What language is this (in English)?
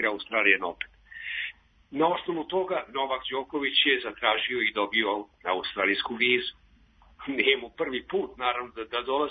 Serbian